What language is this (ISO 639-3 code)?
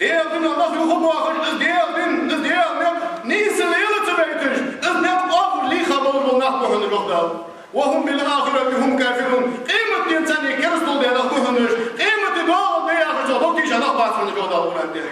inh